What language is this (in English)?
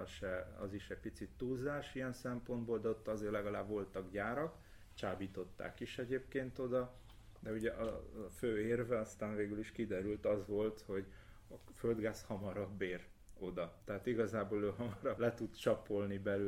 Hungarian